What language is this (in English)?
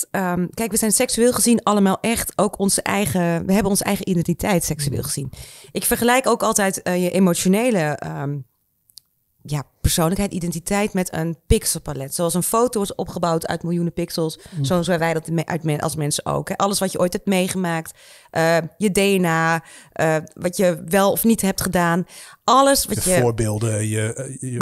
Dutch